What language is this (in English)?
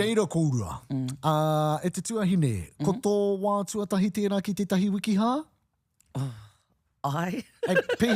Māori